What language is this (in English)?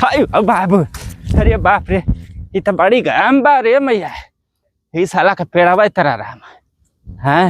Bhojpuri